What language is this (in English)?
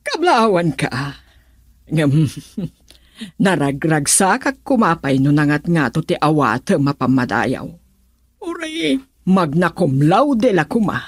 Iloko